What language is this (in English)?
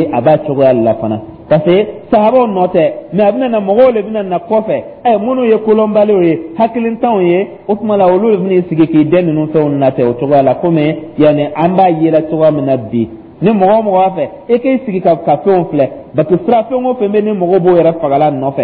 Dyula